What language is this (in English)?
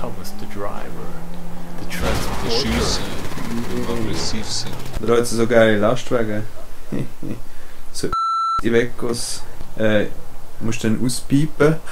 Swiss German